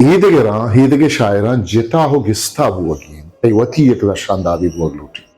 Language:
Eastern Balochi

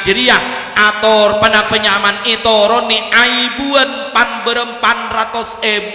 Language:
Madurese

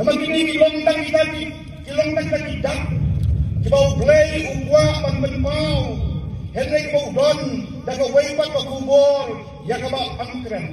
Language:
Khasi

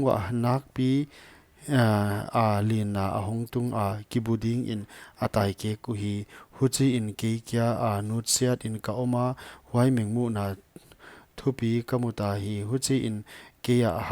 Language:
Paite Chin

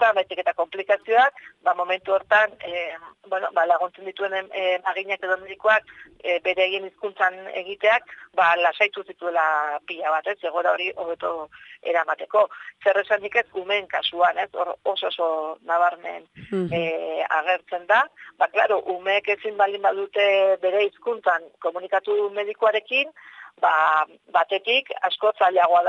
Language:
Basque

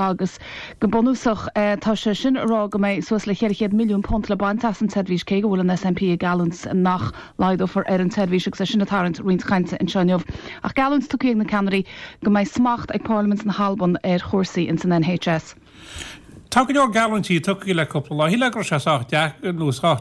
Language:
Irish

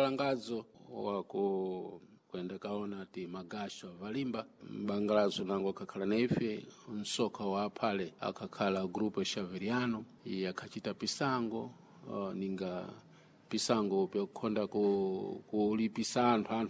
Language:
Sena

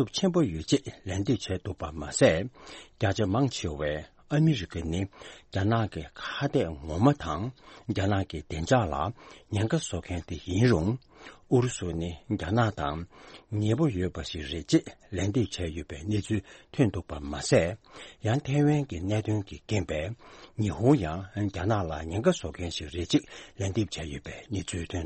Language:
Tibetan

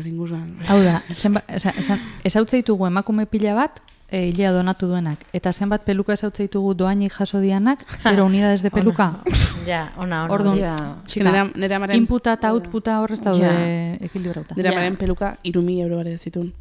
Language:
Basque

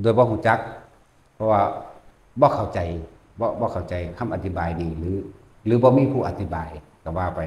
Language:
Northeastern Thai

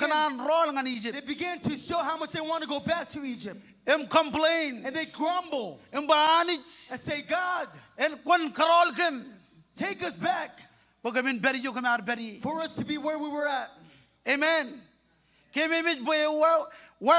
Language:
Marshallese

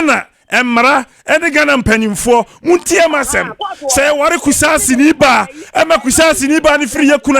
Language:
Akan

